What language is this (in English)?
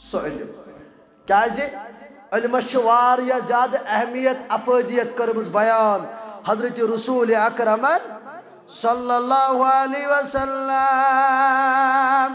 Kashmiri